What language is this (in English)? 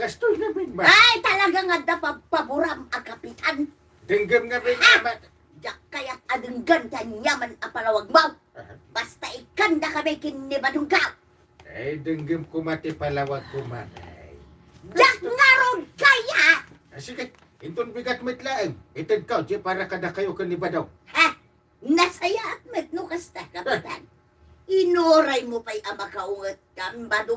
Iloko